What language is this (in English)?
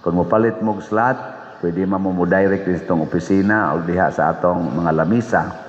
Cebuano